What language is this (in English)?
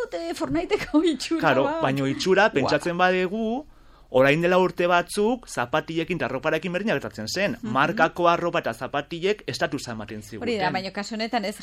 Basque